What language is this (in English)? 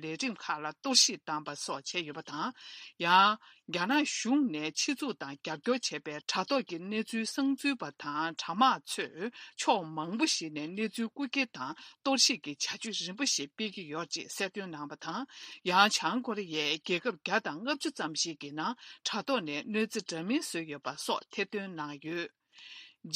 Tibetan